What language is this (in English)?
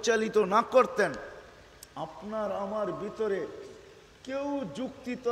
Bangla